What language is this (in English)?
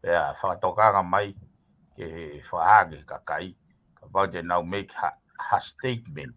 Tongan